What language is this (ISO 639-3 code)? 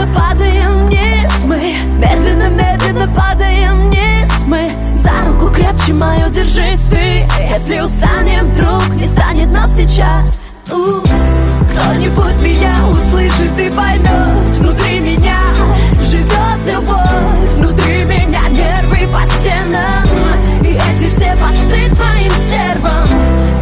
rus